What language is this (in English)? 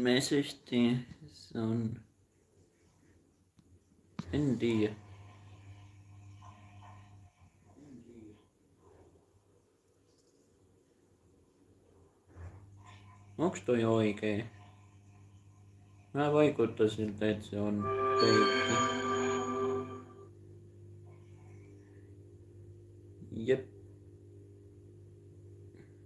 Finnish